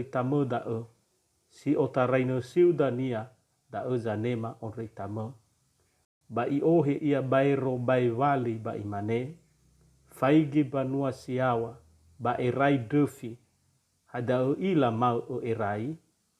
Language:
Nias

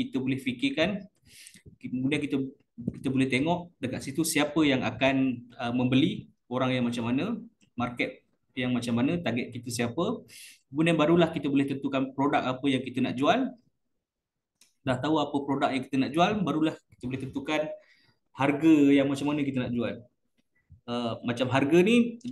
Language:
Malay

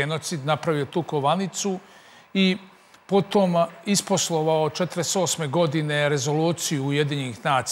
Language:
Serbian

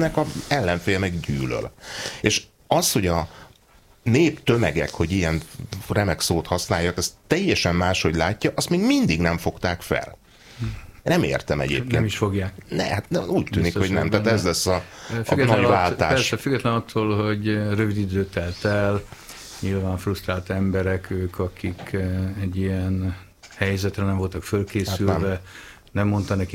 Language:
Hungarian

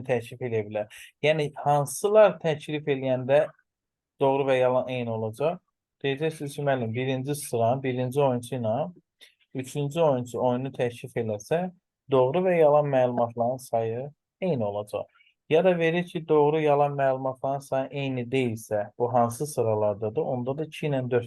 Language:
Azerbaijani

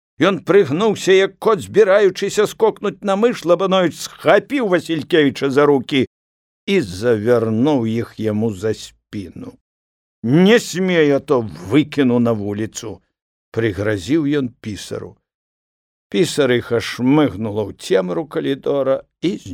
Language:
Belarusian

